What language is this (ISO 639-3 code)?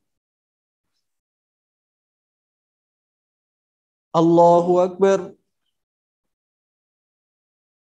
ara